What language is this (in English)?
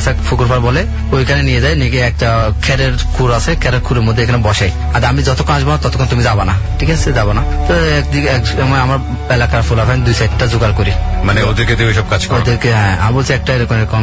Bangla